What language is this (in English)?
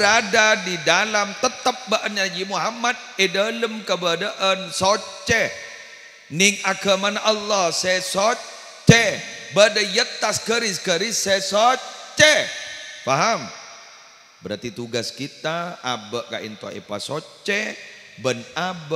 Madurese